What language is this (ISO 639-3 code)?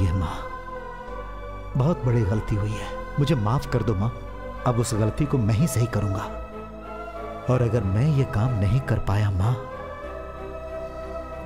hin